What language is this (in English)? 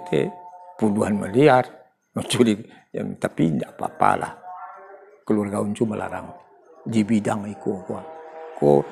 Minangkabau